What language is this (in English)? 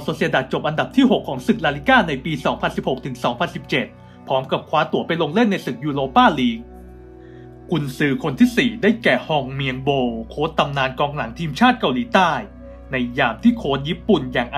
Thai